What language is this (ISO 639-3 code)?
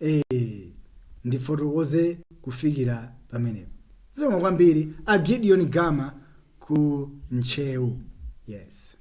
nya